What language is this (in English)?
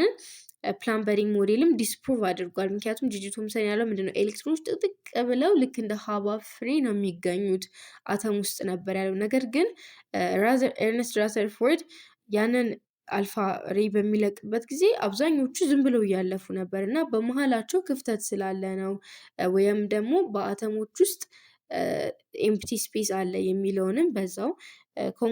Amharic